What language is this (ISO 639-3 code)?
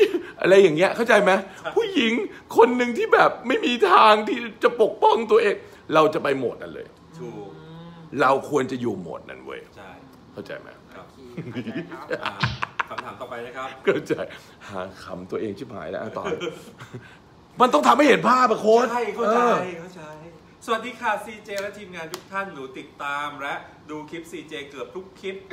tha